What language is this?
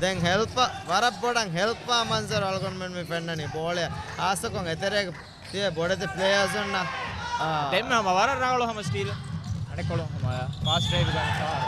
Divehi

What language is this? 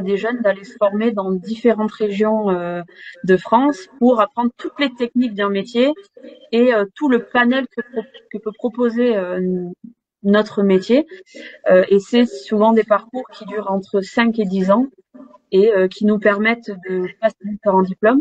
French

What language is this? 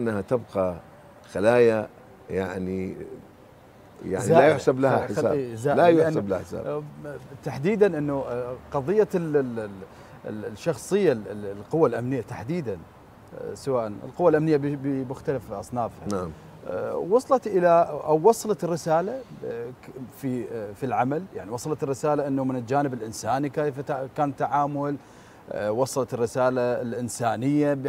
Mesopotamian Arabic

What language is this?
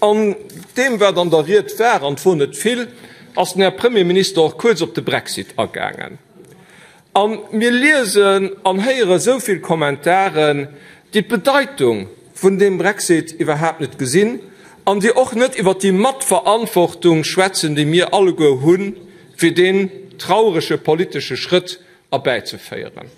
Luxembourgish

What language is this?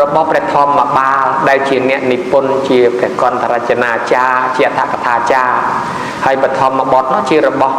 Khmer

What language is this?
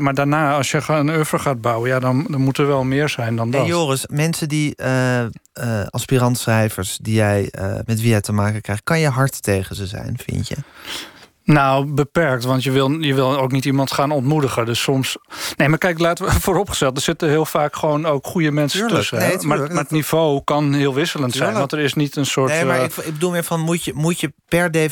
Dutch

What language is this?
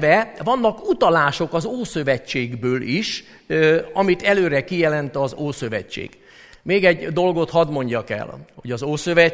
Hungarian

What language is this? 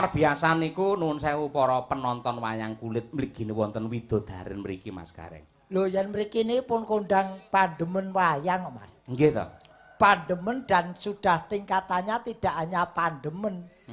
Javanese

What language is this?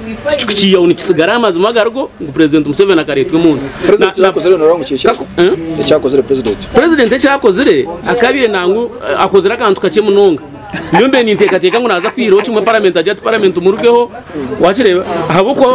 Nyankole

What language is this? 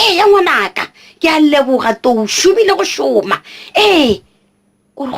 Northern Sotho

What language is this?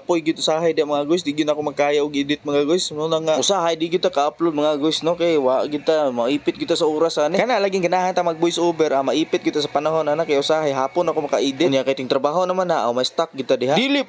Cebuano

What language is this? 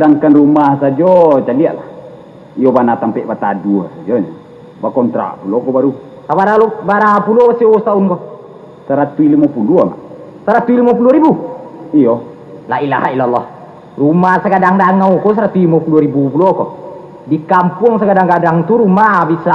Minangkabau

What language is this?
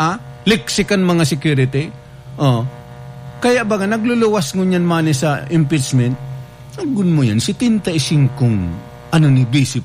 Bikol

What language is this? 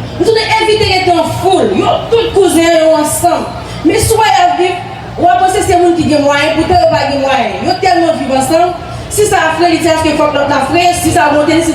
Haitian Creole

